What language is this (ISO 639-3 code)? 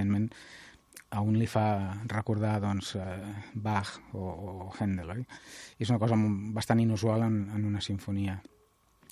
cat